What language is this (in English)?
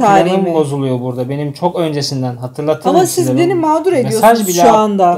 Turkish